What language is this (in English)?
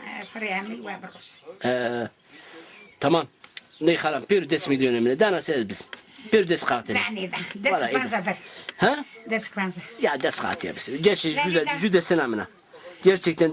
Zaza